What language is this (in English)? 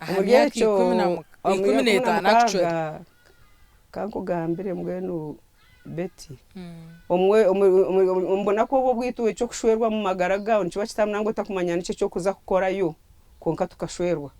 Nyankole